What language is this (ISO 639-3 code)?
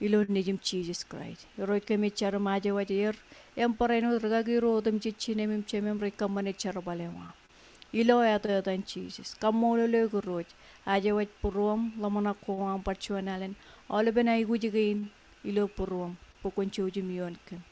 mah